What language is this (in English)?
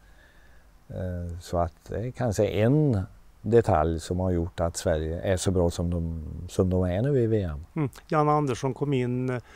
Swedish